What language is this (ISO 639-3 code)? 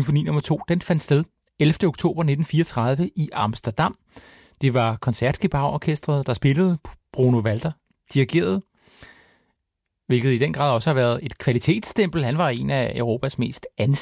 dan